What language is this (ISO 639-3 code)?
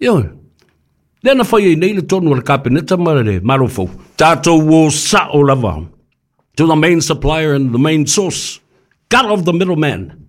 smo